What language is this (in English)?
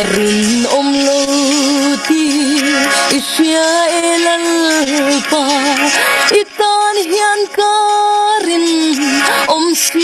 Falam Chin